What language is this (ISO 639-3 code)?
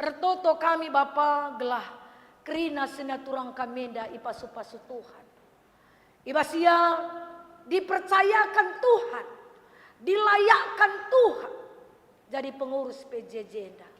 btx